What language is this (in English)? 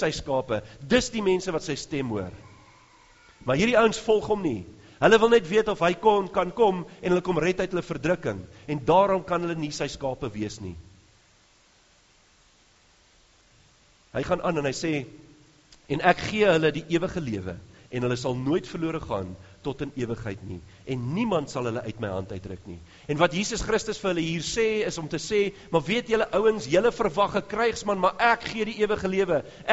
Afrikaans